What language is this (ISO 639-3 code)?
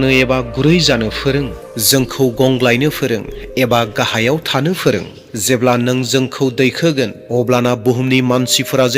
brx